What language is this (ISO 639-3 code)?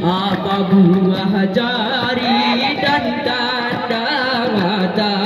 gay